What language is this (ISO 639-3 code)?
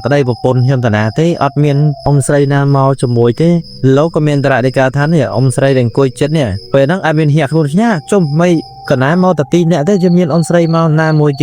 khm